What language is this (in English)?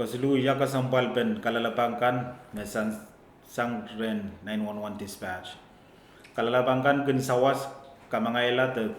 Pohnpeian